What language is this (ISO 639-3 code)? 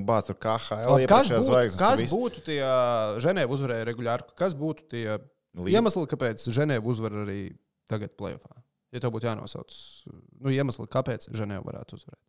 lav